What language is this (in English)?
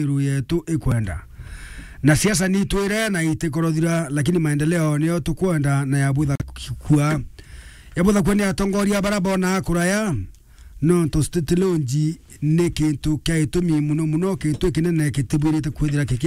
Meru